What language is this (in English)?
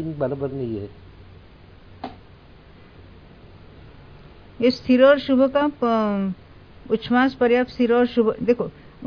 Hindi